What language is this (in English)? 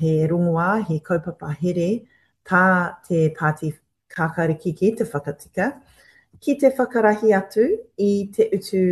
Māori